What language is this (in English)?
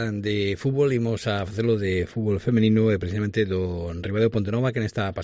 Galician